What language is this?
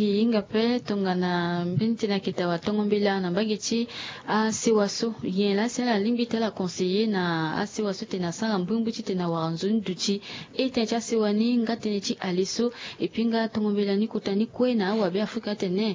Sango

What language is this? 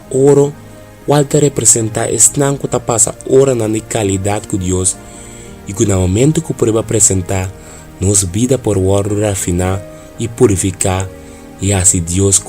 Papiamento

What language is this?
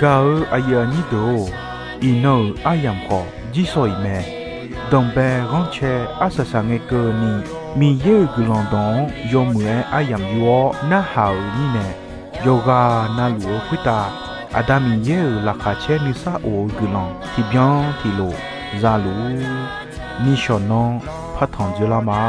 Akha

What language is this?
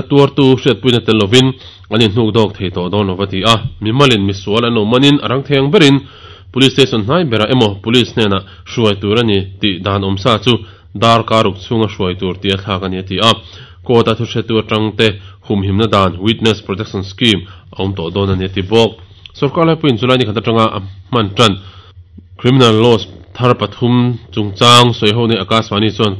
Mizo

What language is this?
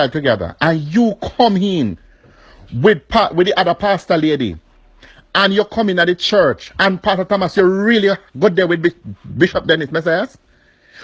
Jamaican Creole English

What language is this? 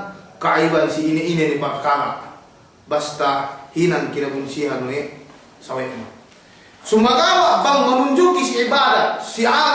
Yakan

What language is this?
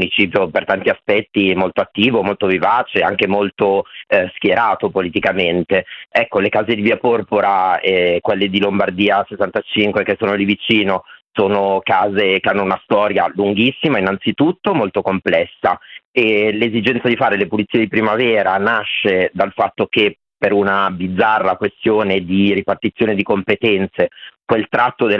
Italian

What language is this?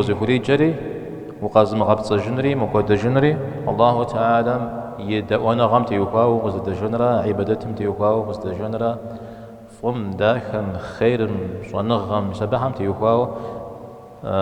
Kabardian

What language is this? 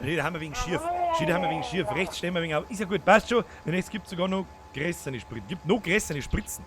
Bavarian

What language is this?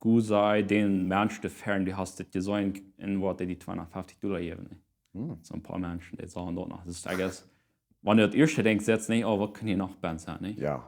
Plautdietsch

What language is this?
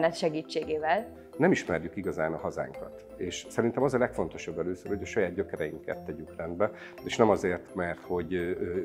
Hungarian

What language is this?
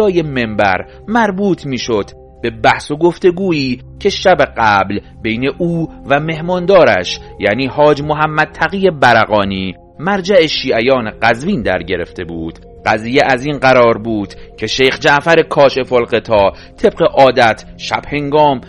Persian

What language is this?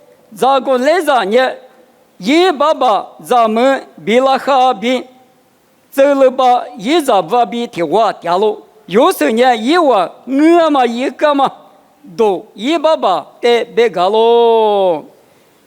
Lisu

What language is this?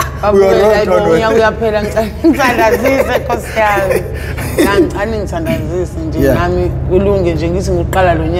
Zulu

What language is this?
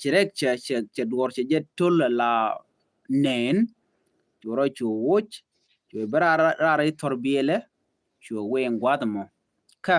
Nuer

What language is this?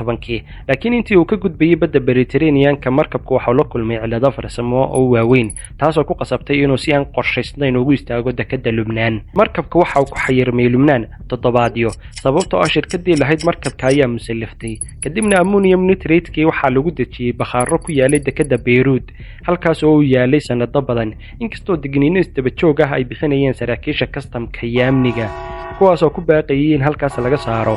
Somali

